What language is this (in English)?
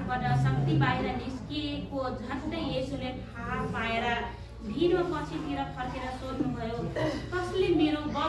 Nepali